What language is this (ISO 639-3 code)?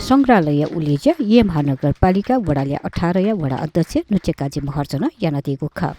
new